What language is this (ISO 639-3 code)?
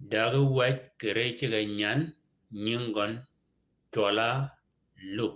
shk